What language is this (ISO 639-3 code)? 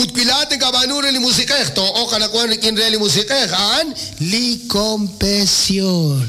kek